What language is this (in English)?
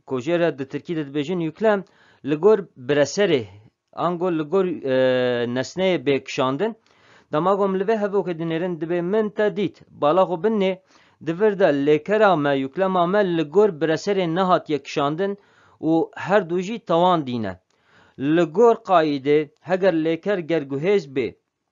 Kurdish